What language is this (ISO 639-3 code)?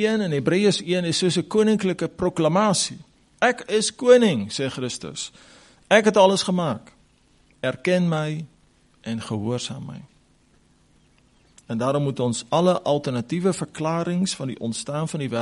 afr